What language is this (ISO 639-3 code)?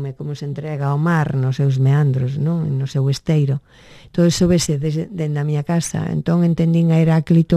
glg